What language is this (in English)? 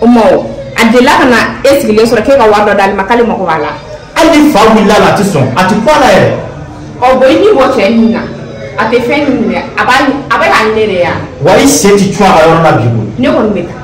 Bambara